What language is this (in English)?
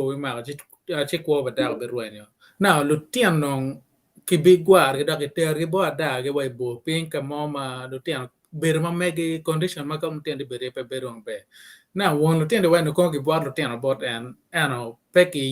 Acoli